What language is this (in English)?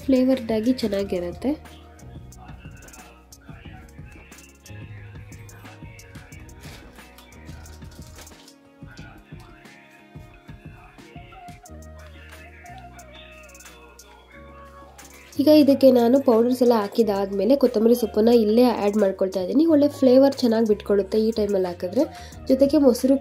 Kannada